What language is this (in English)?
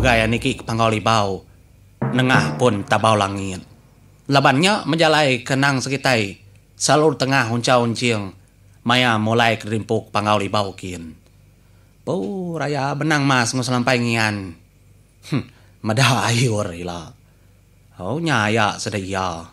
Iban